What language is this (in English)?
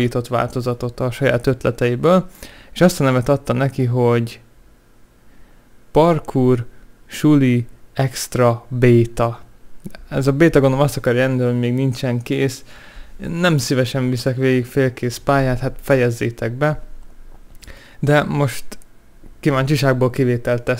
Hungarian